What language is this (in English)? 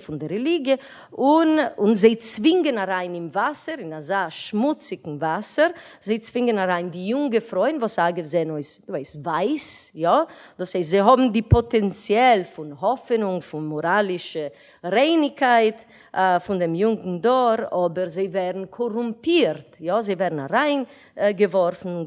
Yiddish